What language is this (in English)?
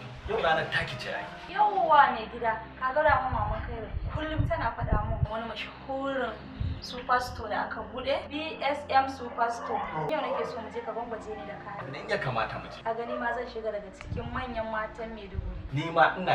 Hausa